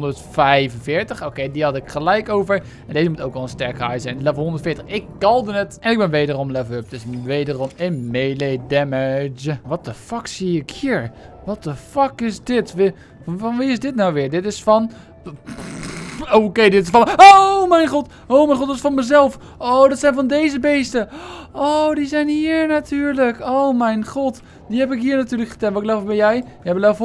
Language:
Dutch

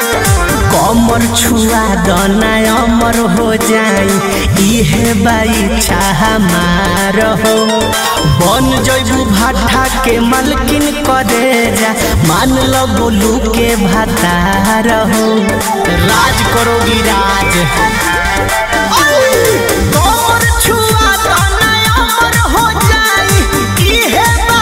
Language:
Bhojpuri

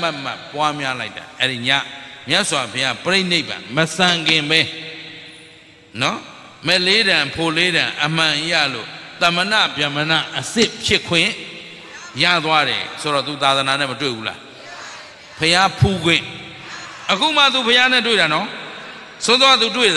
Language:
Burmese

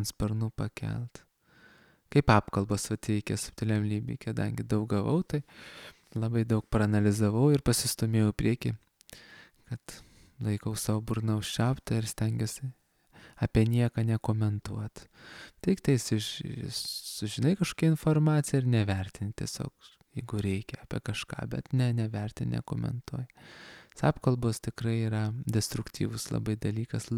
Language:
Lithuanian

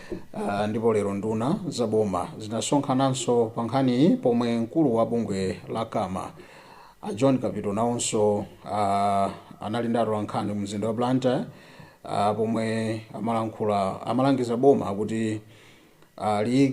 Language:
Nyanja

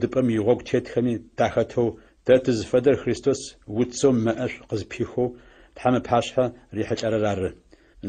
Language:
Adyghe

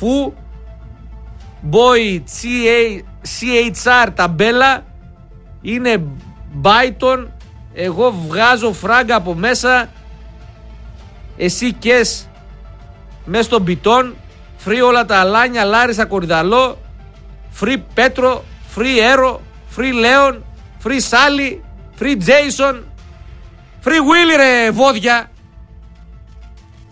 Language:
Greek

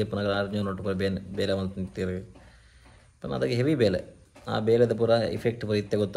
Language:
Tulu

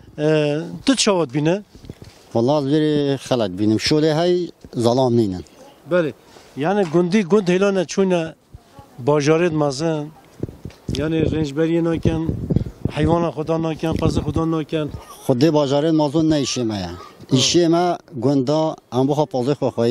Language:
Kurdish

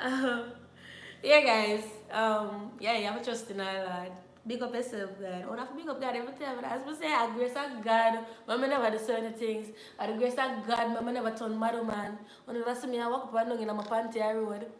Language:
Jamaican Creole English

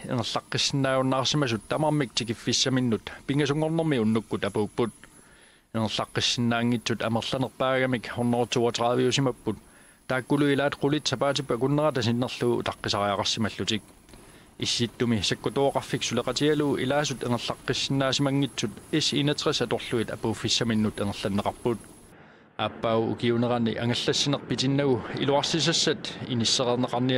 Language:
Kalaallisut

